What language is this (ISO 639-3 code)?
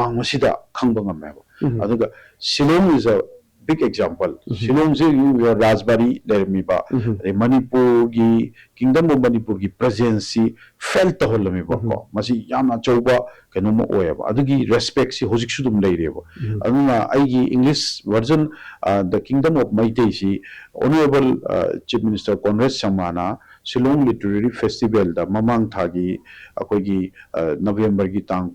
mni